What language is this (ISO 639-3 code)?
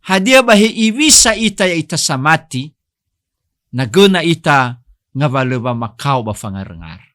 nia